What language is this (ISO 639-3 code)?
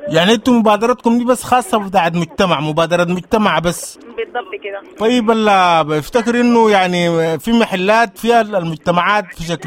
apd